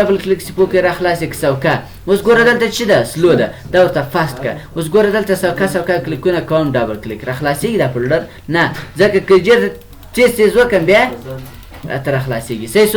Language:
Pashto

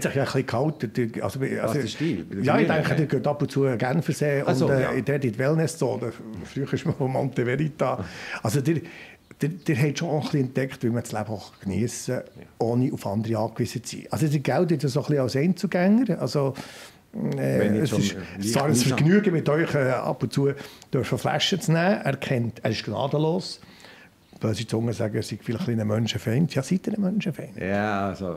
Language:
Swiss German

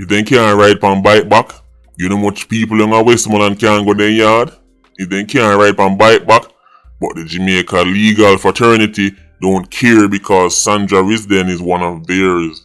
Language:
Jamaican Creole English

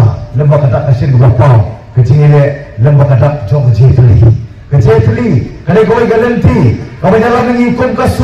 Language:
Khasi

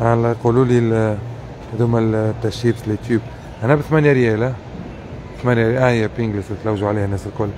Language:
Tunisian Arabic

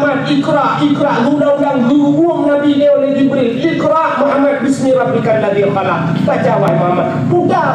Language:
Achinese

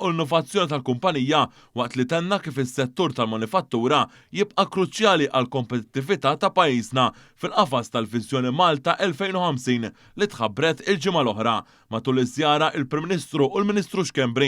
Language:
Maltese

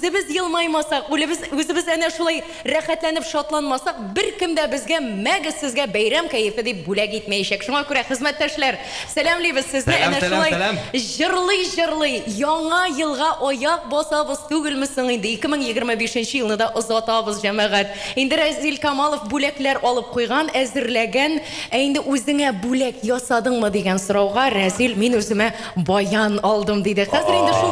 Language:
Tatar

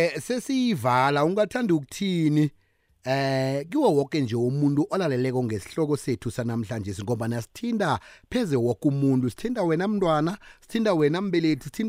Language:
South Ndebele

